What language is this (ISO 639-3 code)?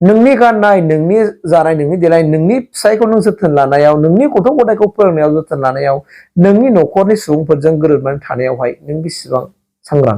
brx